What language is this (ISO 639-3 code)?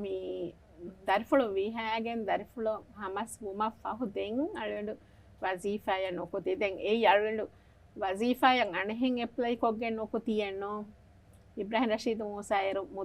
div